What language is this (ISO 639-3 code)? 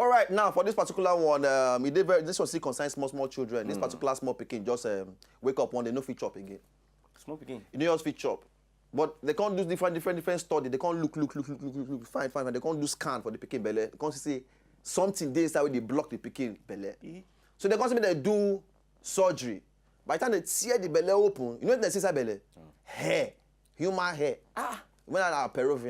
pcm